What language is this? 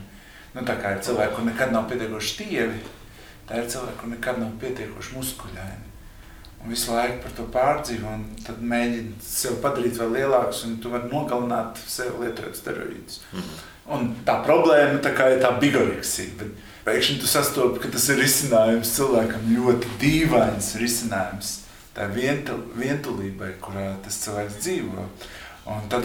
Latvian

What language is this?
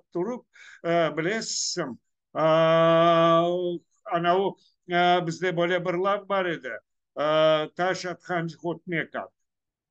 Crimean Tatar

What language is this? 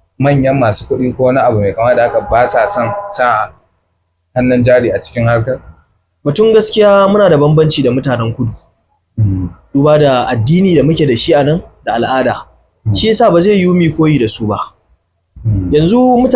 Hausa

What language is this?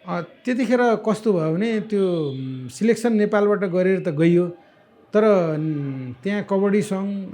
Nepali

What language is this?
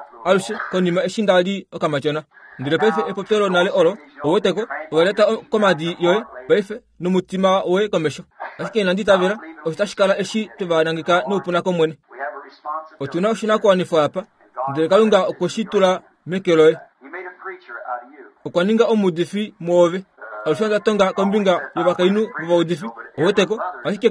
Kuanyama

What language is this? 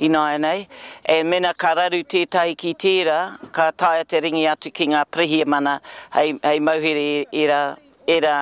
Māori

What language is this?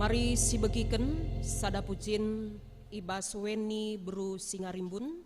Batak Karo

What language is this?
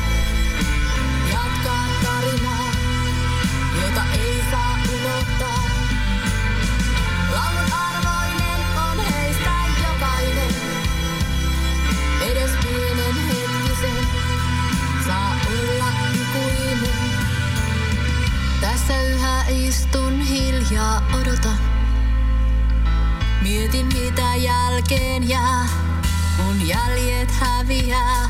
Finnish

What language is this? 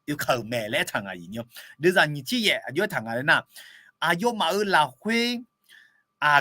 Akha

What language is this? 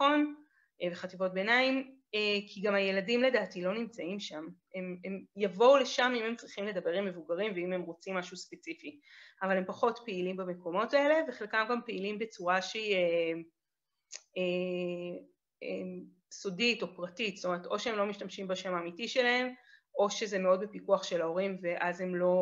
Hebrew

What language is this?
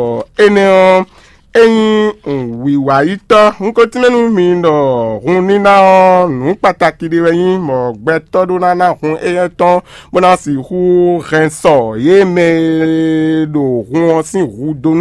Fon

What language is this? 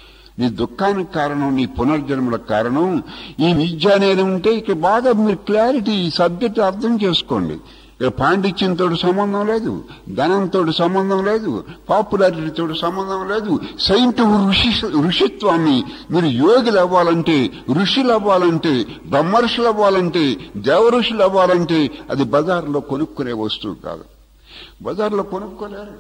Telugu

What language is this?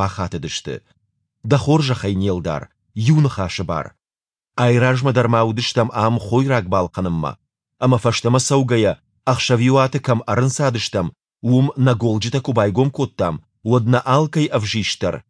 Ossetic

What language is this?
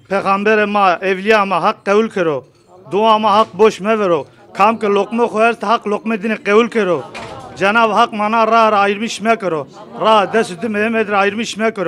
Zaza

